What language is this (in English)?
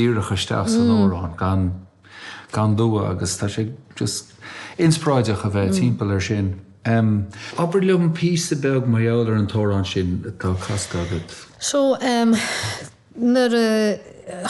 Irish